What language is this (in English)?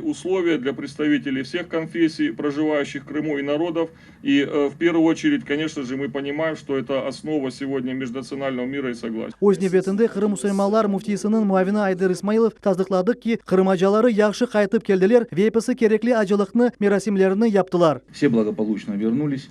Crimean Tatar